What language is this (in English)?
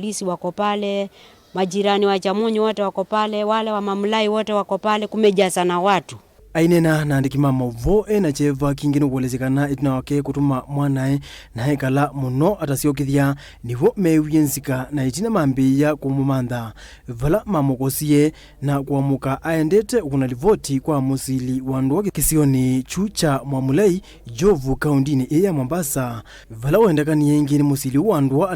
Kamba